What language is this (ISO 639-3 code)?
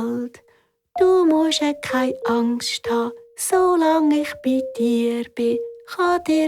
gsw